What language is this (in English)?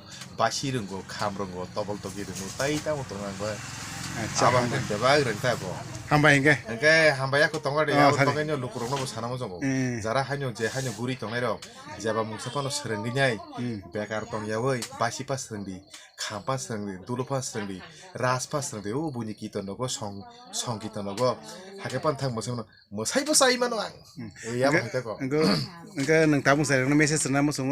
Kok Borok